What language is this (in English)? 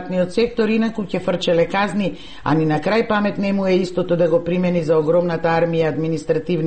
Macedonian